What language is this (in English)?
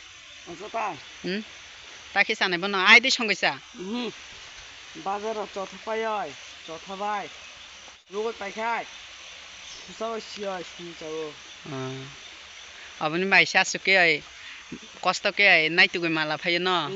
Kok Borok